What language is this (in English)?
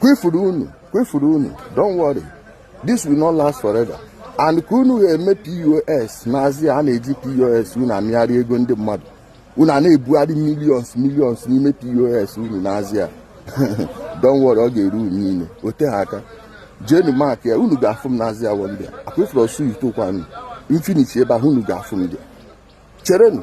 Igbo